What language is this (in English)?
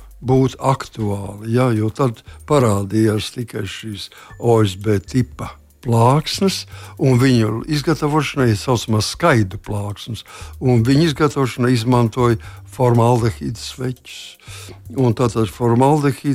Latvian